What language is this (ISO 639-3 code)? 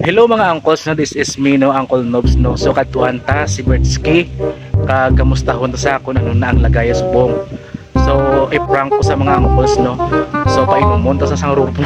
hil